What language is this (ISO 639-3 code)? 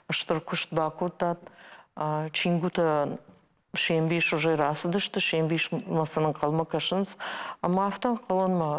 oss